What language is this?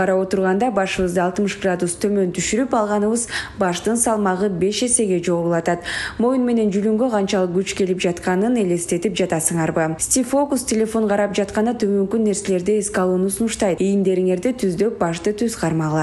Kyrgyz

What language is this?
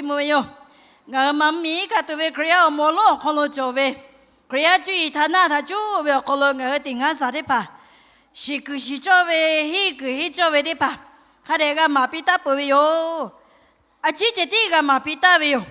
Lahu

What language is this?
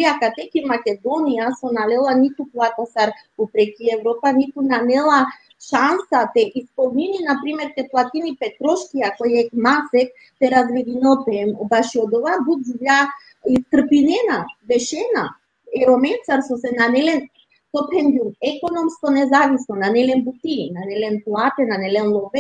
Balkan Romani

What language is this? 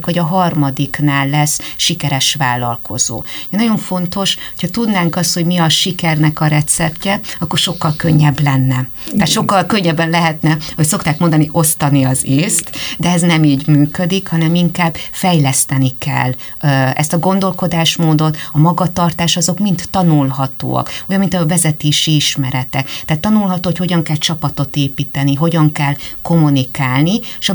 Hungarian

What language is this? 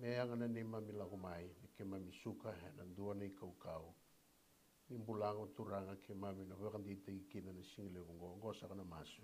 Fijian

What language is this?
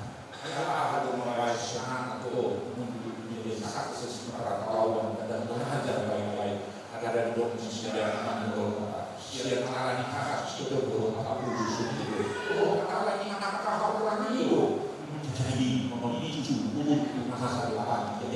Batak Toba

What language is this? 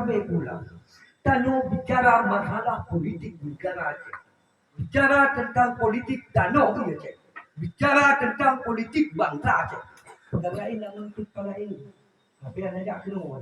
Achinese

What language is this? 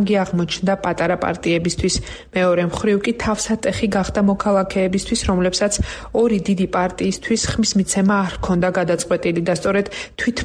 Georgian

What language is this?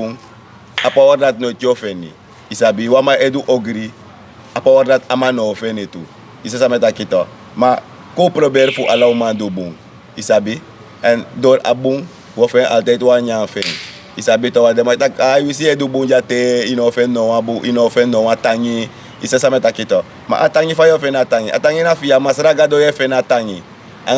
Sranan Tongo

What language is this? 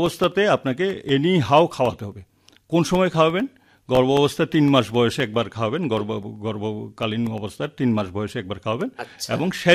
Bangla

